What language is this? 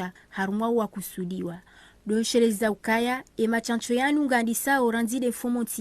Ngazidja Comorian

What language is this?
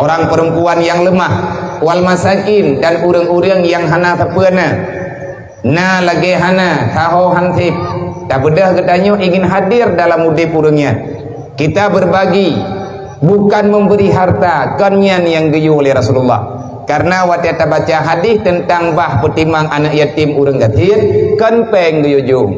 Achinese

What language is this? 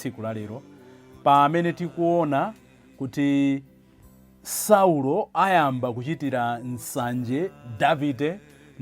Nyanja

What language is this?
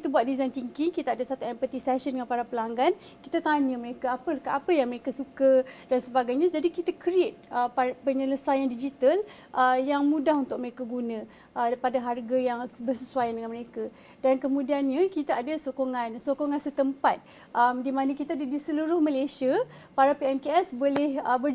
Malay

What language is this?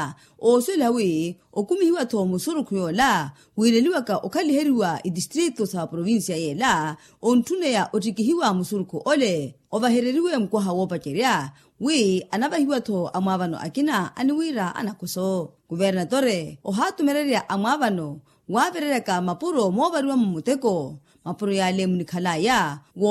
Makhuwa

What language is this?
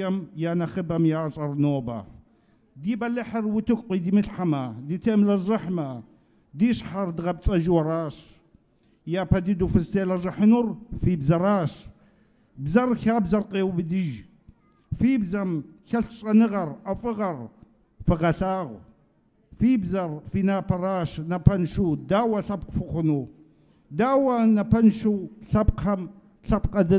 Kabardian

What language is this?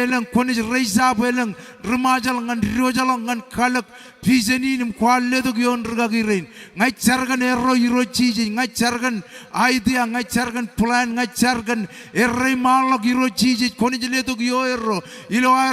Marshallese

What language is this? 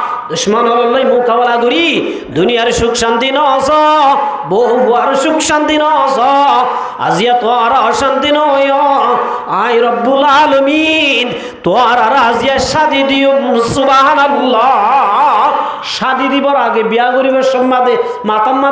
Rohingya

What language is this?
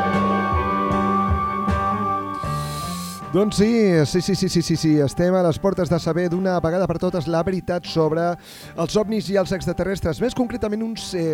Catalan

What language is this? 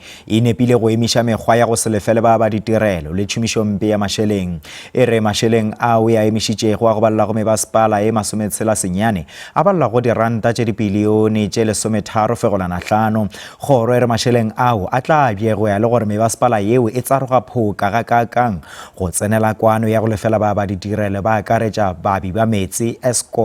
Northern Sotho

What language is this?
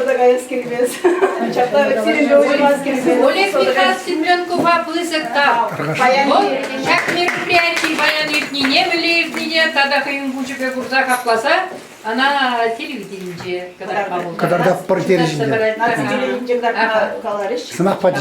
Chuvash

